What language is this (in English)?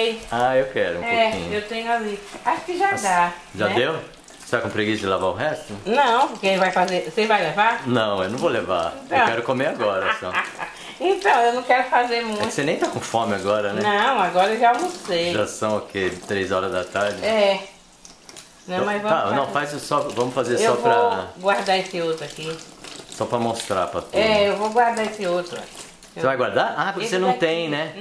Portuguese